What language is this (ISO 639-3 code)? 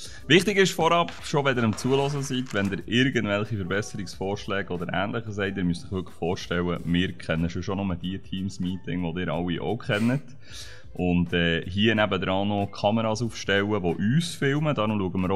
gsw